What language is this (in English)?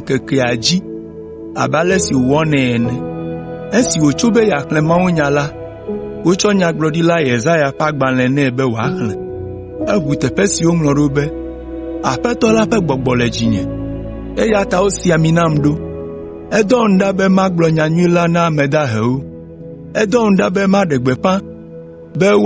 Ewe